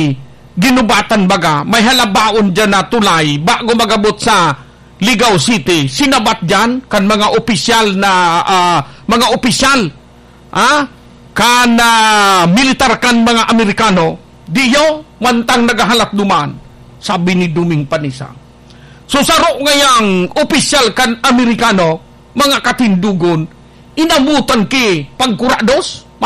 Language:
Bikol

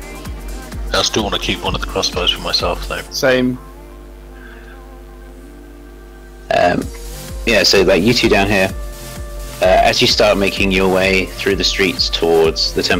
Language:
English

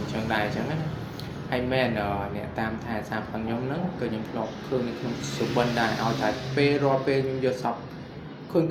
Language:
Khmer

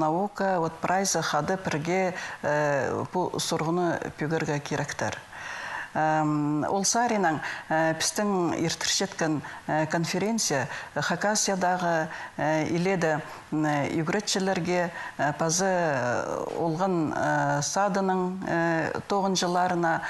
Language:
Khakas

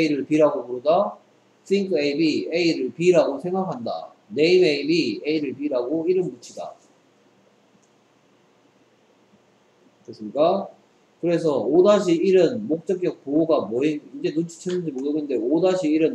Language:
Korean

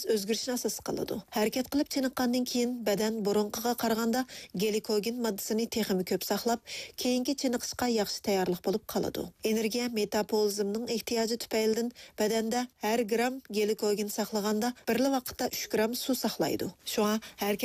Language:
Uyghur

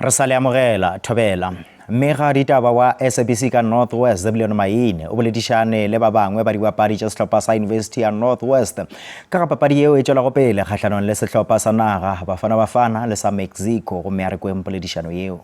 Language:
Northern Sotho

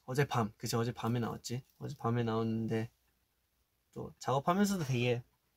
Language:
Korean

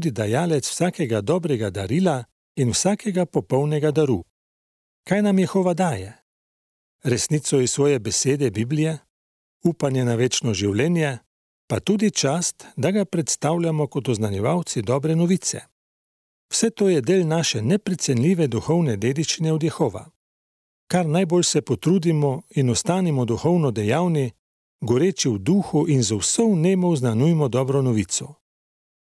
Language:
Slovenian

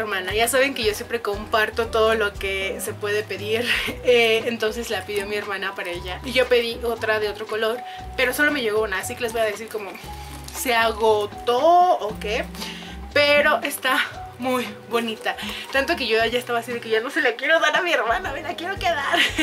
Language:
Spanish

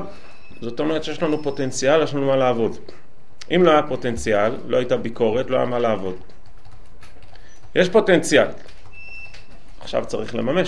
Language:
Hebrew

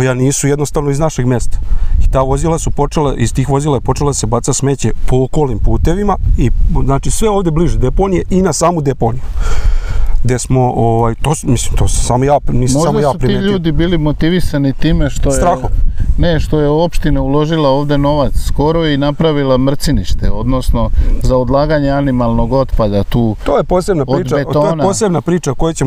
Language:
Serbian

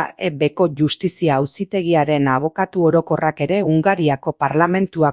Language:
Basque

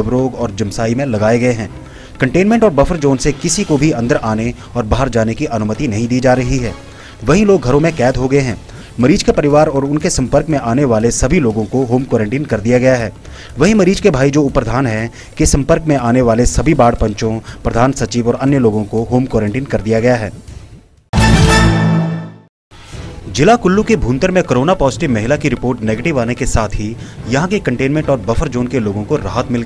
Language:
Hindi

